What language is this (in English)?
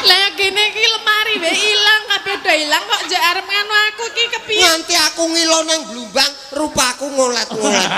Javanese